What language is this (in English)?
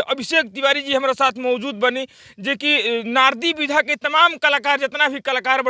Bhojpuri